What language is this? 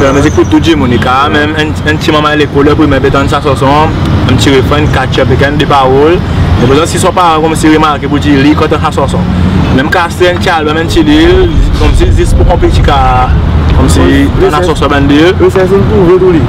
Seselwa Creole French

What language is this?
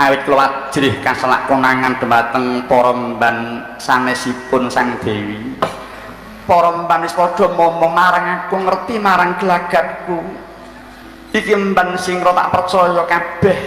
Javanese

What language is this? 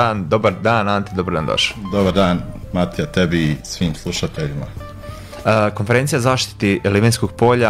Croatian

